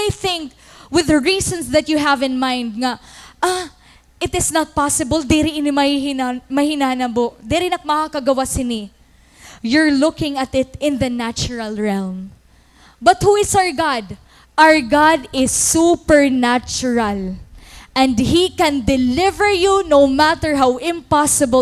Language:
Waray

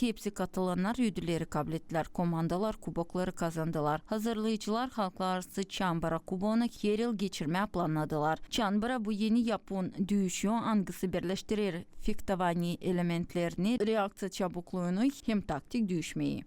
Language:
Gagauz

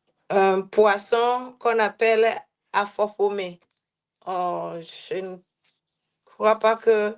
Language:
Ewe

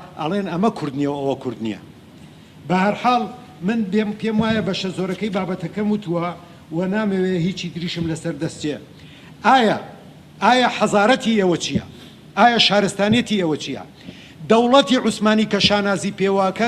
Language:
Central Kurdish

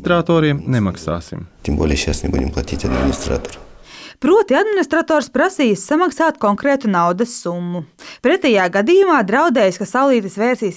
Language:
Latvian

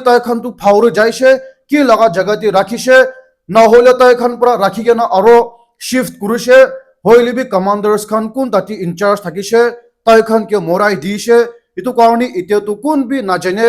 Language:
Naga Pidgin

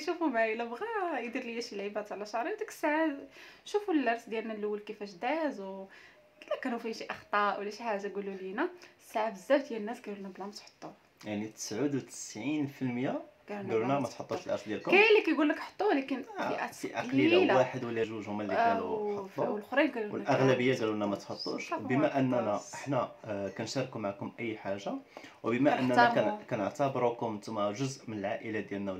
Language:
Moroccan Arabic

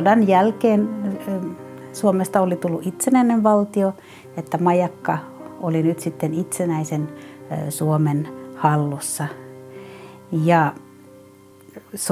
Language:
Finnish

